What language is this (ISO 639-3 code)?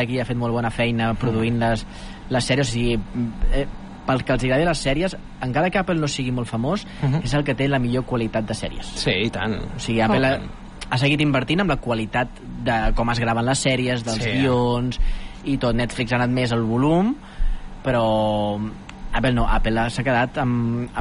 cat